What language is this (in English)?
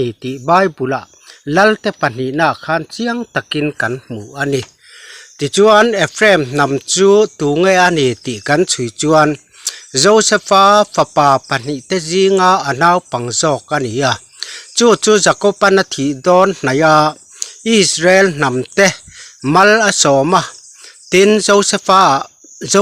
Mizo